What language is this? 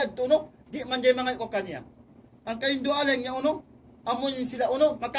Tausug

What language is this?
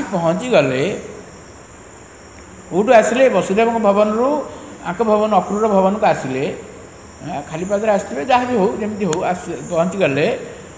Odia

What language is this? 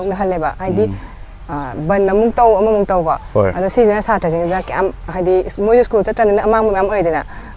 Manipuri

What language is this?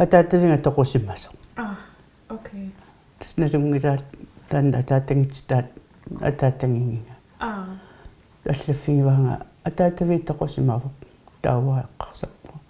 Kalaallisut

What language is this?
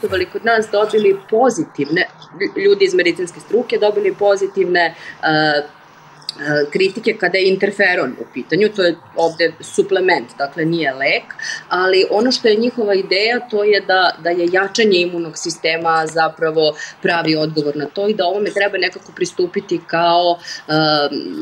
Serbian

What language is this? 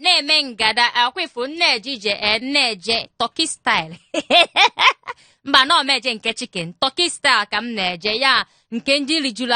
Igbo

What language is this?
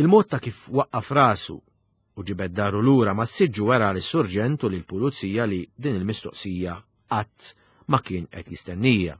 Maltese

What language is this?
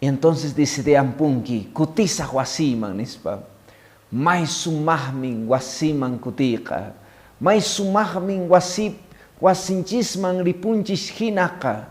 Quechua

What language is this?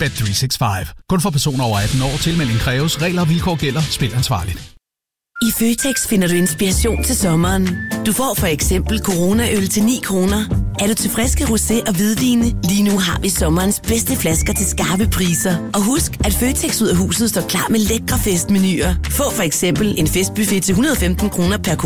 Danish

